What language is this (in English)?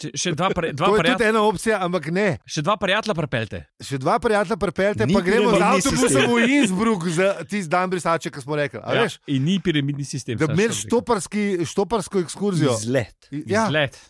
Slovenian